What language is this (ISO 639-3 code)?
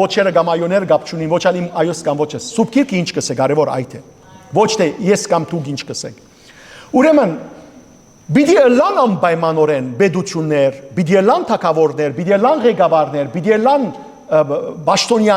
hyw